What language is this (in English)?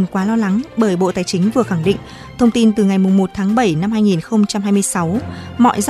Vietnamese